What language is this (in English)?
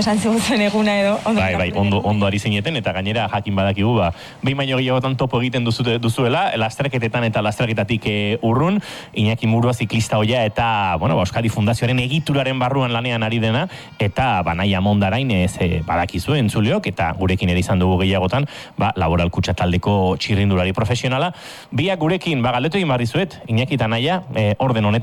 Basque